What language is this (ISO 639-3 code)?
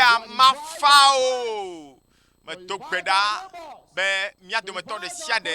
ewe